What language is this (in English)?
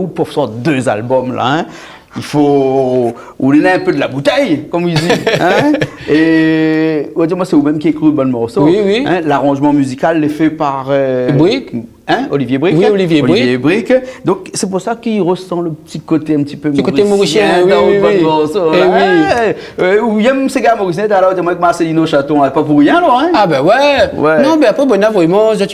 Réunion Creole French